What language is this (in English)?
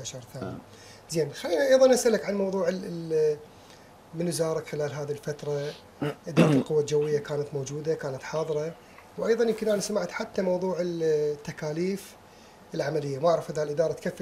Mesopotamian Arabic